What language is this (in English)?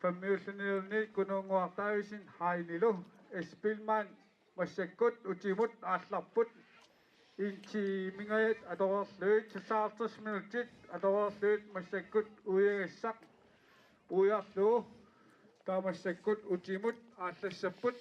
Kalaallisut